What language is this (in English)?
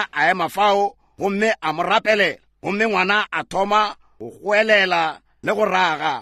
Northern Sotho